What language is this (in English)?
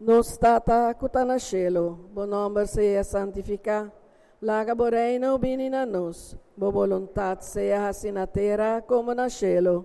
Papiamento